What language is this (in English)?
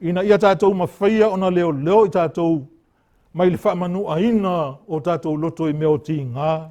Samoan